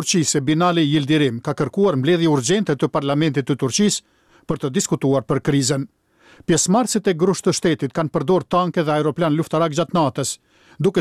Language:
Albanian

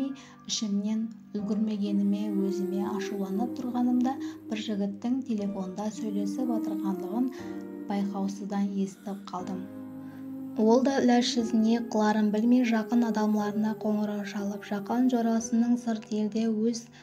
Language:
Kara-Kalpak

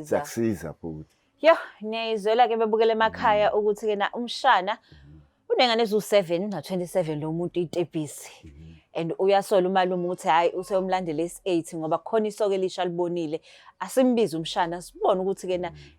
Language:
Zulu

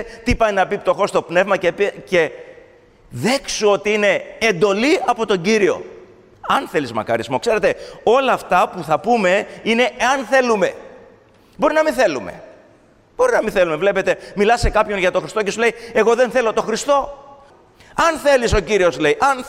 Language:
Greek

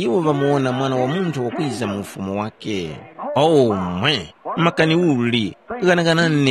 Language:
Tumbuka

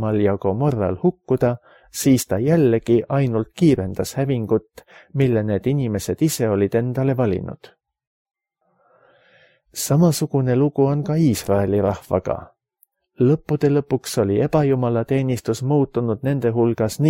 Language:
Estonian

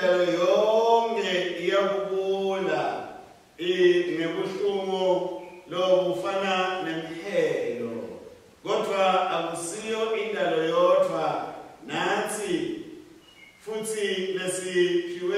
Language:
Swati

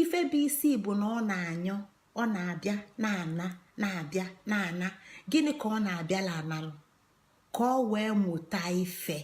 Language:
Igbo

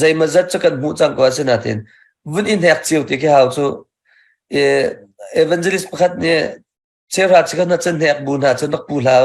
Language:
Hakha Chin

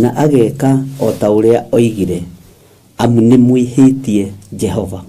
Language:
Kikuyu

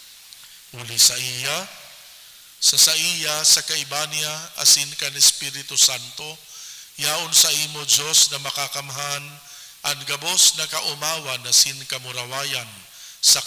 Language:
Bikol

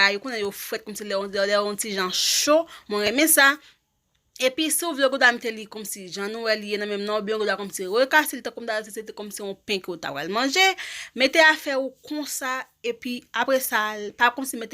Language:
Haitian Creole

